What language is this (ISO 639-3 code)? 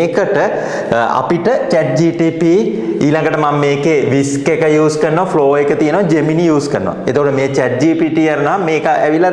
sin